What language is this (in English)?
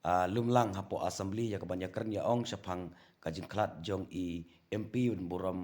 Khasi